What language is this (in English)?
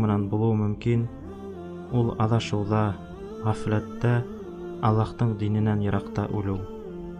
Bashkir